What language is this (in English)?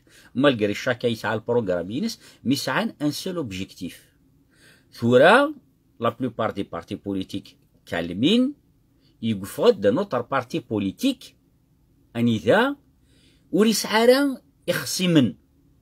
Kabyle